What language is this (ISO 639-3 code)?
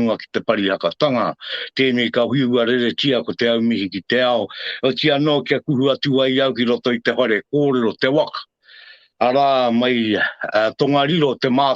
mri